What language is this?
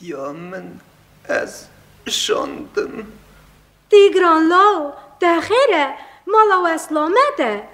Kurdish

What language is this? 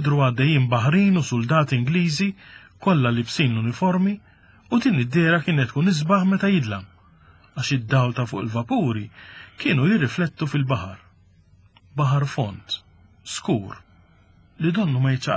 Maltese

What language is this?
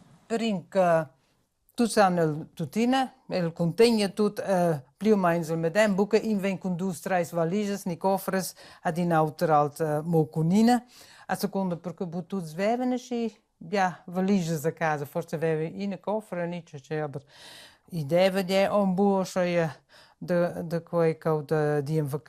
Romansh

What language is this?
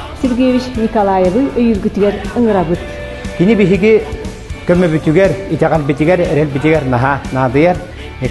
Yakut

